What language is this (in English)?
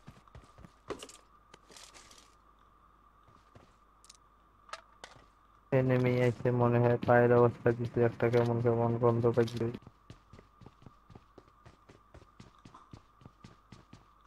Bangla